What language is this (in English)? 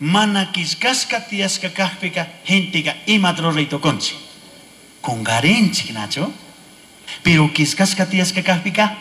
Chimborazo Highland Quichua